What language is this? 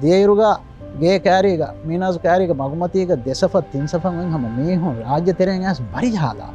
Divehi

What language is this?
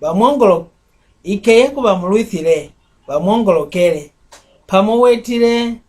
Mbunda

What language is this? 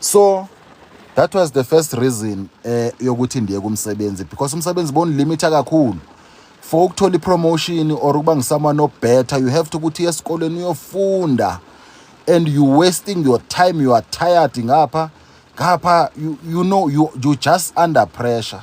Zulu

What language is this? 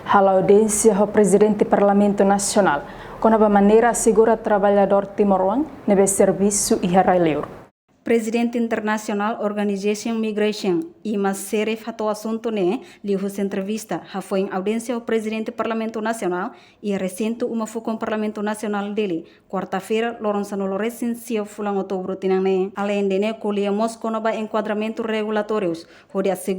Tetum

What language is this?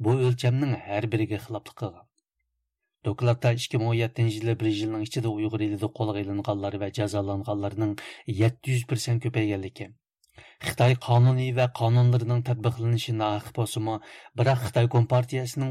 Uyghur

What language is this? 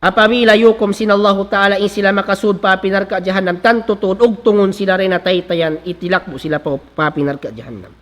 Tausug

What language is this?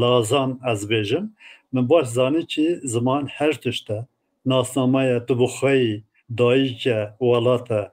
Kurdish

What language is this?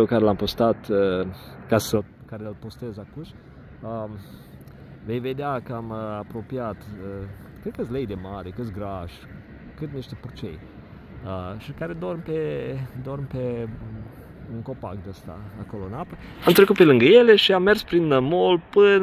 Romanian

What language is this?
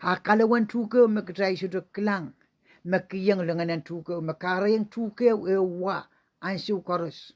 Pohnpeian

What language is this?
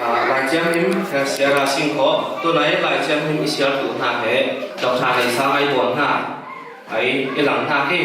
Falam Chin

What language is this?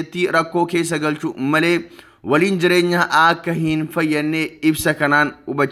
Oromo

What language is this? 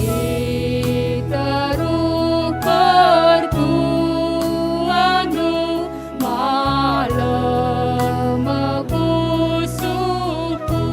Batak Karo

